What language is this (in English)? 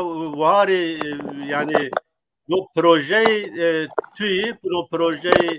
Zaza